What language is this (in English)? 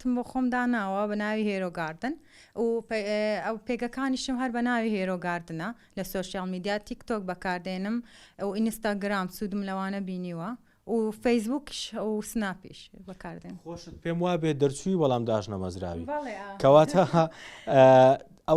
Central Kurdish